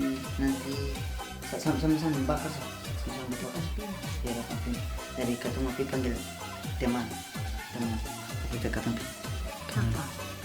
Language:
Ambonese Malay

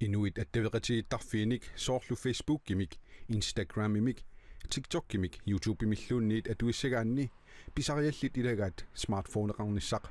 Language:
Kalaallisut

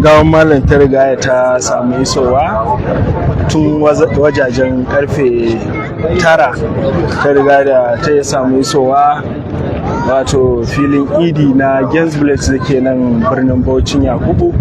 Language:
Hausa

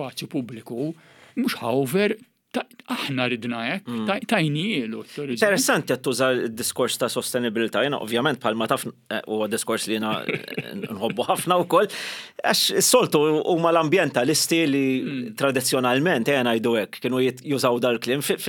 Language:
Maltese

